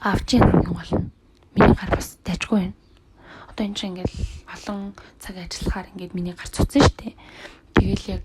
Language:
Mongolian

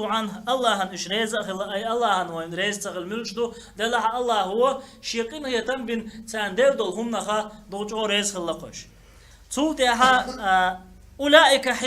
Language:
Chechen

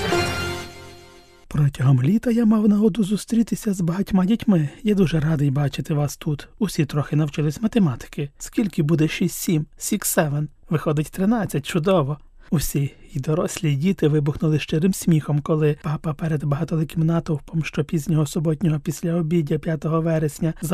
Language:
Ukrainian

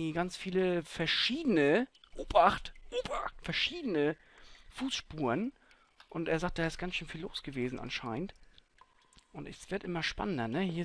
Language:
German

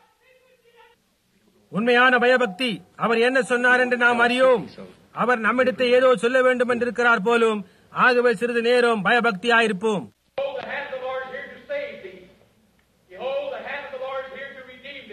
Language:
Tamil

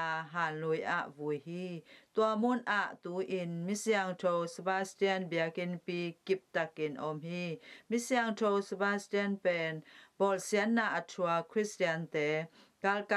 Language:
Tedim Chin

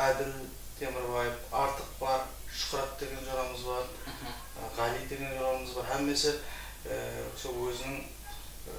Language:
Kara-Kalpak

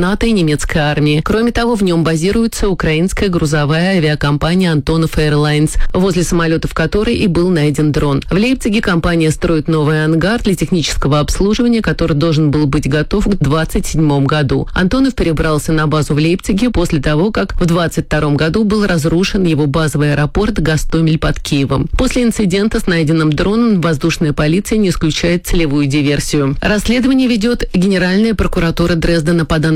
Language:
Russian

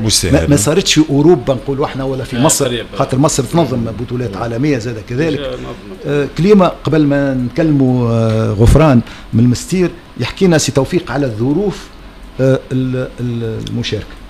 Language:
Tunisian Arabic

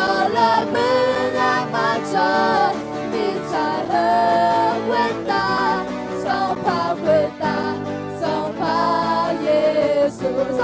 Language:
Akha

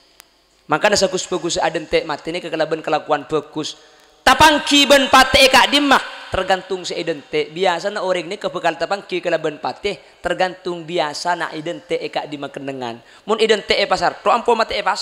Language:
Madurese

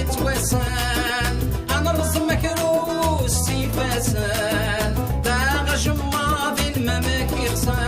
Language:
Kabyle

